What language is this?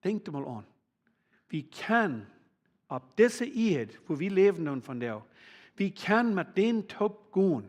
Plautdietsch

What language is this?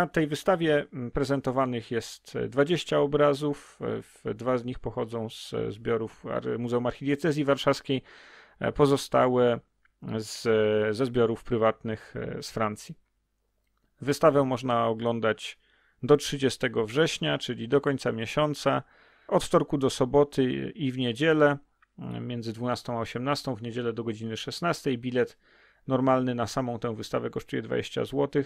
Polish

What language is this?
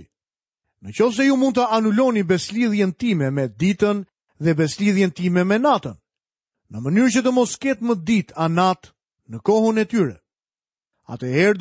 Albanian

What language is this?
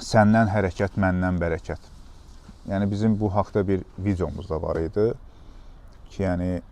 Azerbaijani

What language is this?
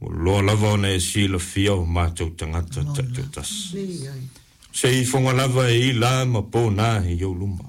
Samoan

